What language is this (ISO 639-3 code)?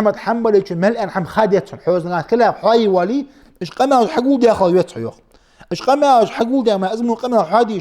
inh